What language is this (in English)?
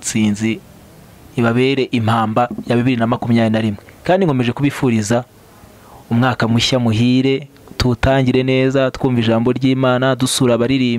Kinyarwanda